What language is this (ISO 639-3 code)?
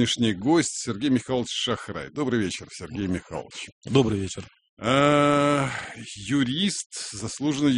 rus